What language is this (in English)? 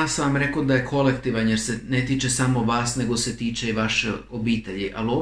Croatian